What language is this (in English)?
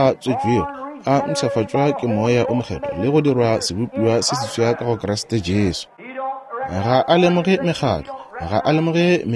Northern Sotho